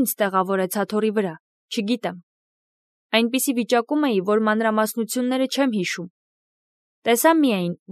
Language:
Armenian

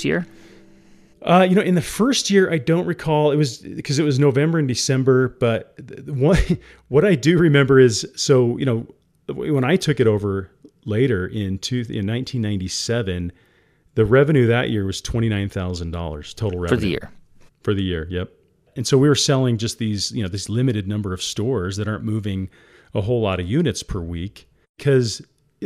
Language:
English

